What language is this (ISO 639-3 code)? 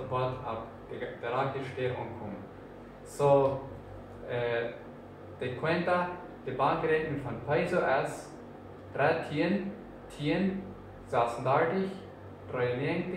pdt